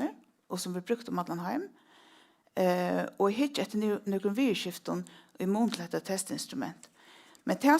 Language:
Faroese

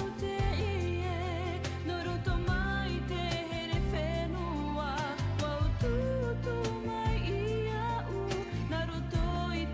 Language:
Tahitian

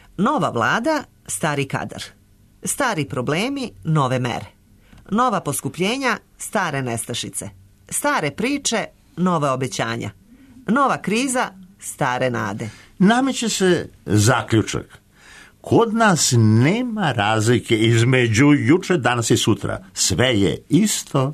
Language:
Serbian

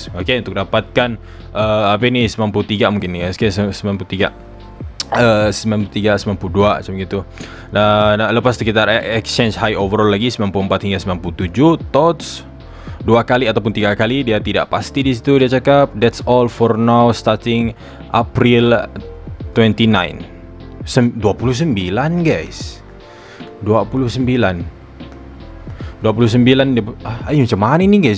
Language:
Malay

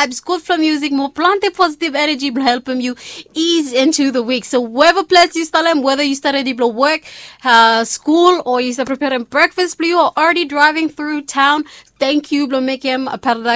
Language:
Bislama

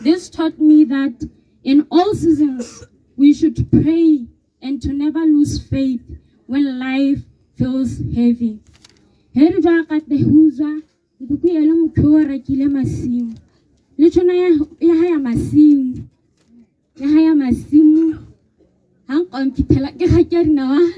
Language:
Tswana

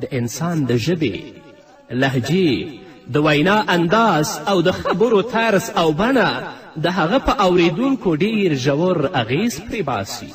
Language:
Pashto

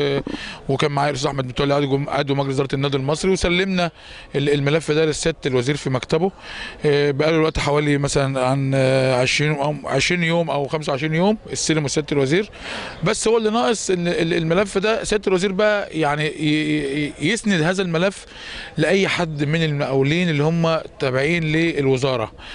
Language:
Egyptian Arabic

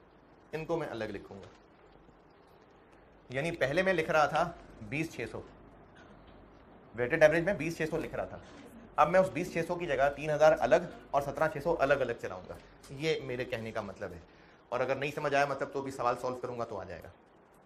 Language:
Hindi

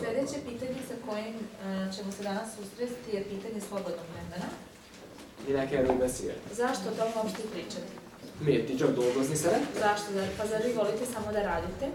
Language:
Bosnian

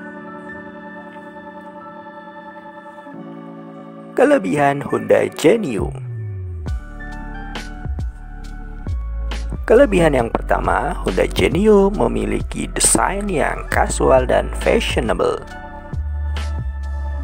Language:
Indonesian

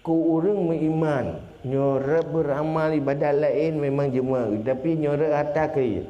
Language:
Achinese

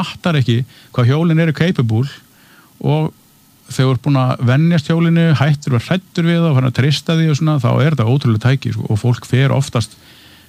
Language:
Icelandic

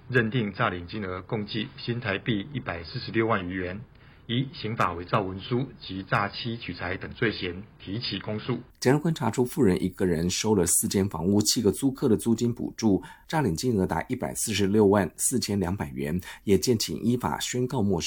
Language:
Chinese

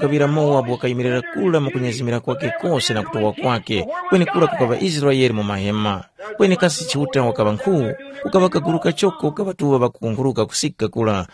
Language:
Tumbuka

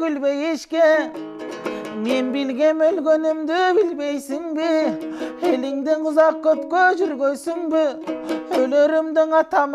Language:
Kyrgyz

